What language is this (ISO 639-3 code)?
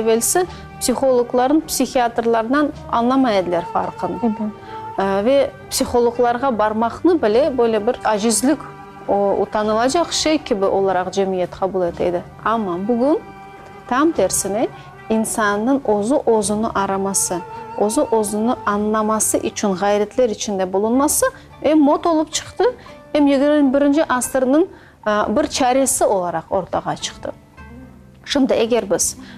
crh